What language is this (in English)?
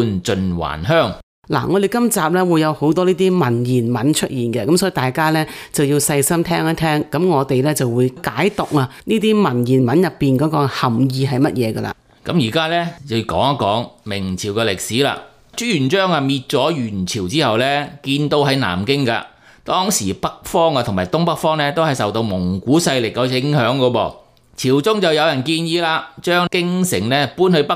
Cantonese